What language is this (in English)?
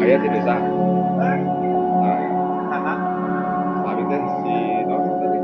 Sundanese